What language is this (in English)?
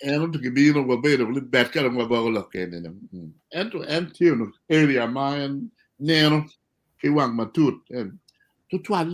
Acoli